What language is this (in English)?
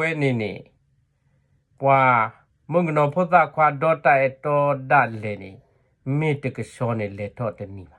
S'gaw Karen